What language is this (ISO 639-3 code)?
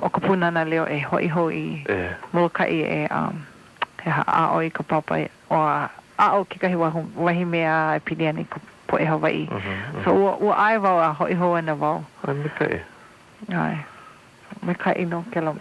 haw